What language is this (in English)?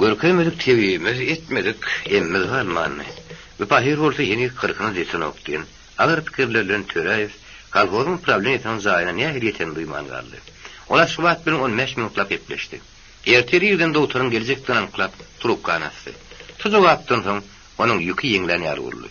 Turkmen